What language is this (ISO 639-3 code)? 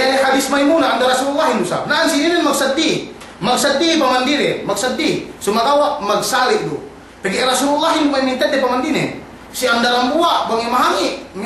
yka